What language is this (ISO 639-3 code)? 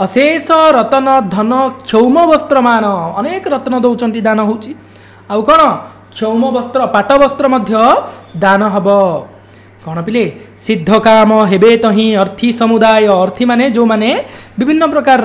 ori